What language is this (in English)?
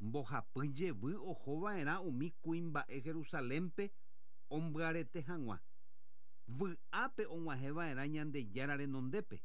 Guarani